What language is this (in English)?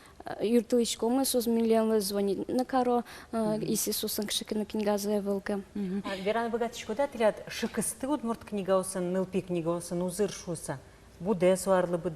Udmurt